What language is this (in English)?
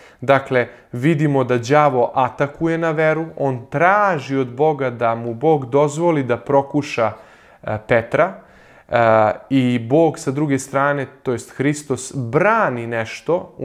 Serbian